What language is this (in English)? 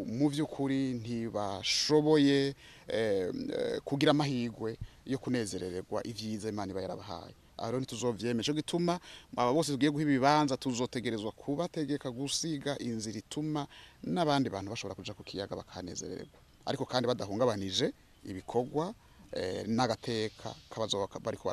Rundi